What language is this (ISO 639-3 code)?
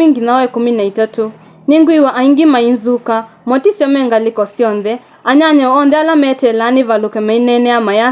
kam